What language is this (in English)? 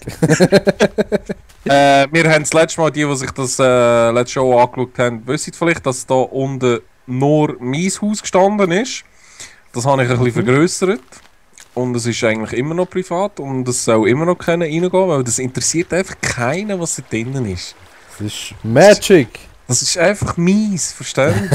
Swiss German